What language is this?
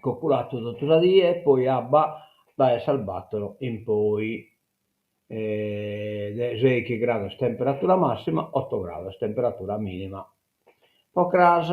Sardinian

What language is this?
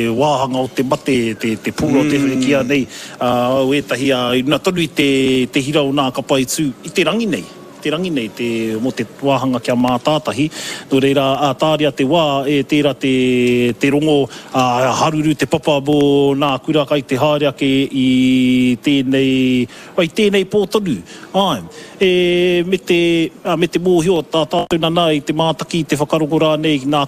Māori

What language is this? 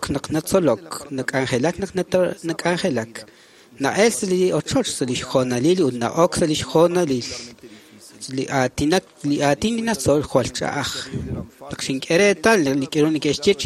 Kekchí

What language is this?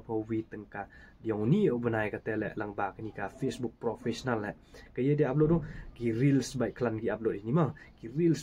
Khasi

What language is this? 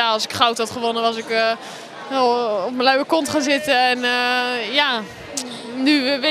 Dutch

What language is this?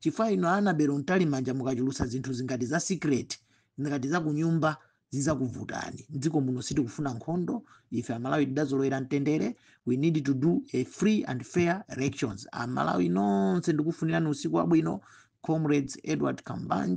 Nyanja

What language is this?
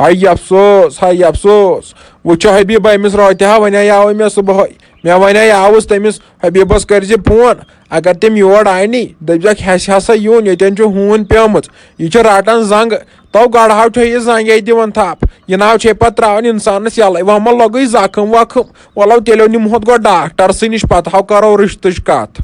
Kashmiri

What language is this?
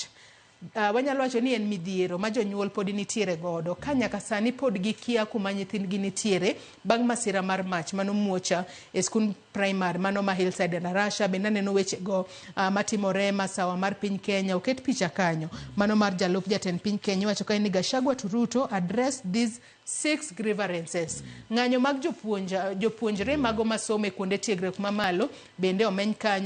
Luo (Kenya and Tanzania)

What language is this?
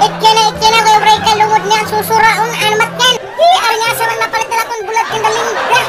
Waray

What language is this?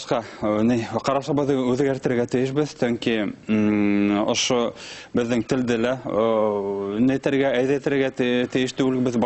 Bashkir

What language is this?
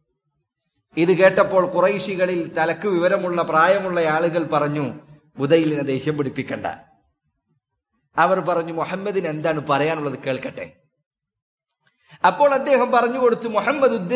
Malayalam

